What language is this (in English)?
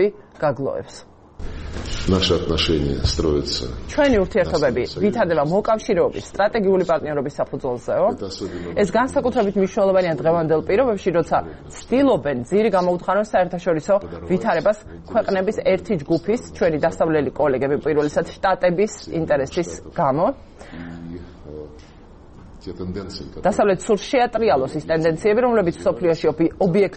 Georgian